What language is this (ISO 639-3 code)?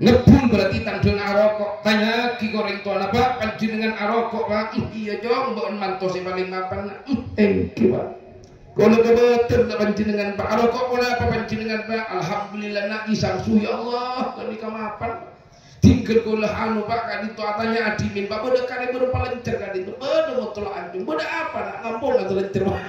mad